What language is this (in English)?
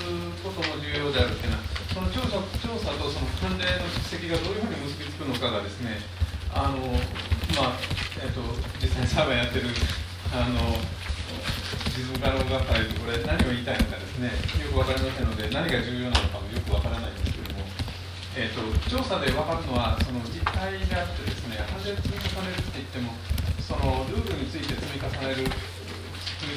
Japanese